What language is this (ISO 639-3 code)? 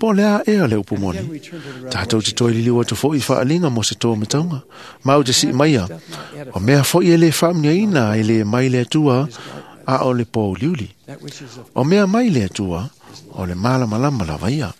smo